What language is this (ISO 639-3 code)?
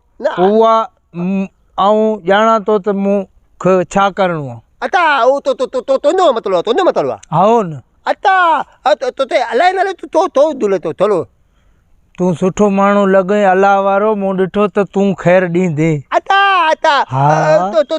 snd